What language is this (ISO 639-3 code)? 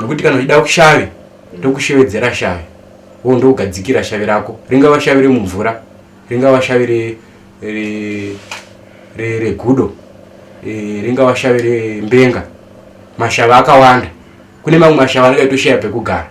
sna